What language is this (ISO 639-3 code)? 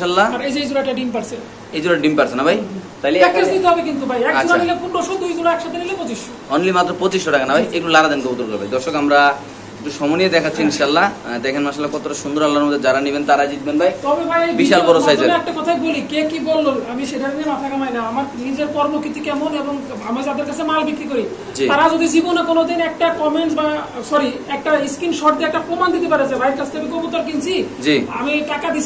ben